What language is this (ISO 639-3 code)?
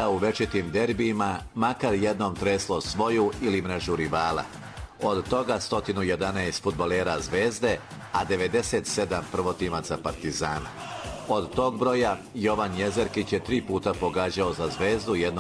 srp